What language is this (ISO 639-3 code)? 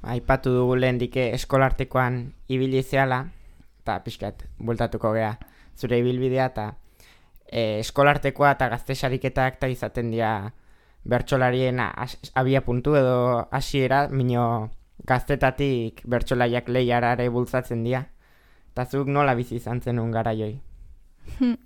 eus